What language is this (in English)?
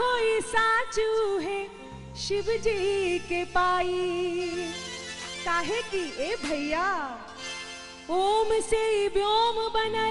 Bhojpuri